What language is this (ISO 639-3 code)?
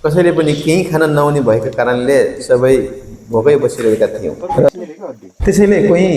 nep